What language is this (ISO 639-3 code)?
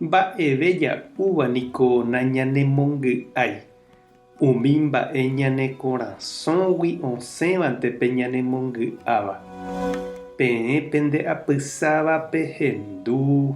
grn